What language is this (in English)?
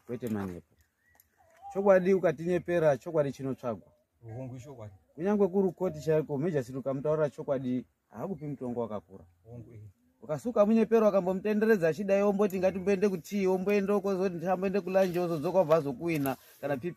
Shona